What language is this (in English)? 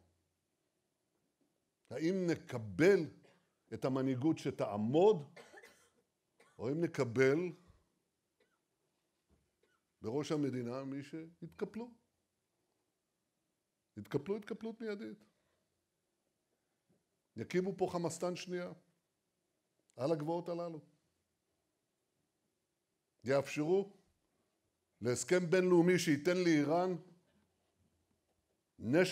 Hebrew